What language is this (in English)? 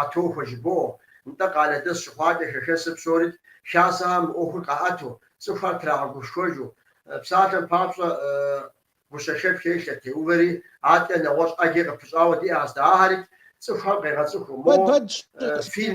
Kabardian